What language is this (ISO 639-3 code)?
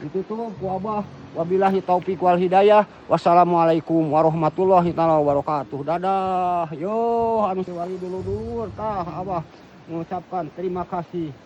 sun